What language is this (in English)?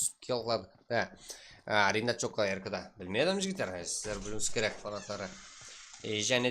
Kara-Kalpak